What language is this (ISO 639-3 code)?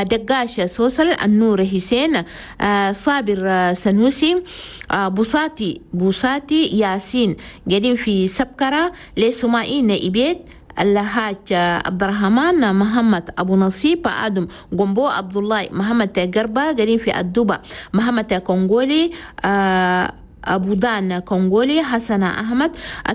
shu